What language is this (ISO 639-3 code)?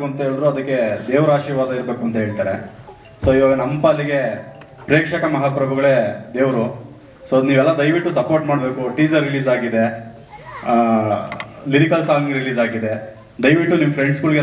kan